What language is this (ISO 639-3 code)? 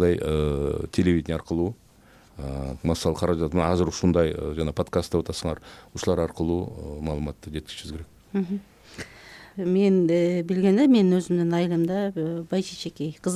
kir